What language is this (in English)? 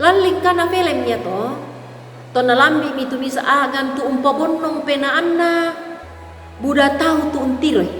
Toraja-Sa'dan